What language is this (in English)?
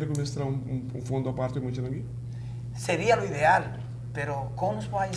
Papiamento